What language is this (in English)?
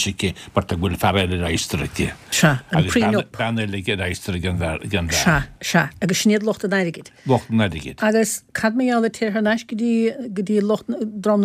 Irish